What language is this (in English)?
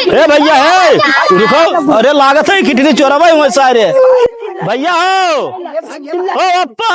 Awadhi